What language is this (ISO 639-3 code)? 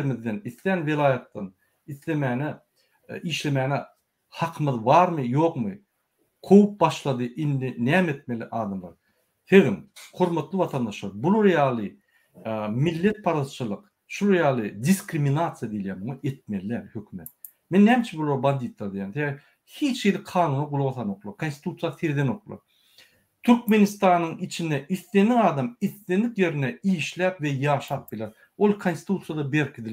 tuk